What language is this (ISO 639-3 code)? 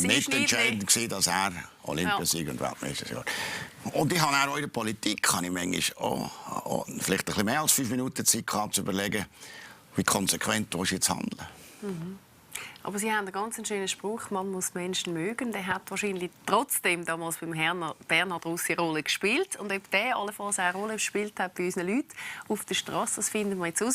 gsw